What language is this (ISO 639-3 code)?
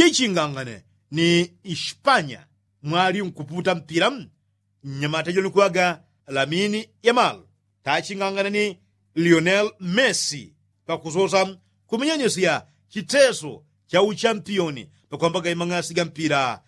yao